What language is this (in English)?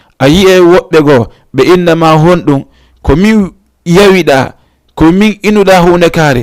Fula